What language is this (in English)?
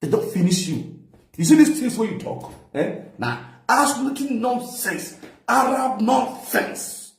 Nigerian Pidgin